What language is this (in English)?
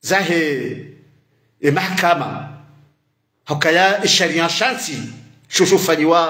Ngazidja Comorian